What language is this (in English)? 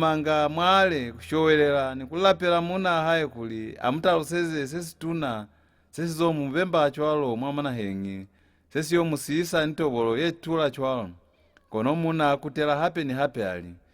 Lozi